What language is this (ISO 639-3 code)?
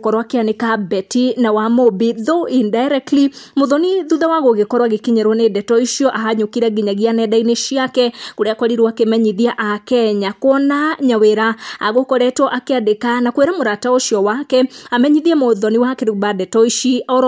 kik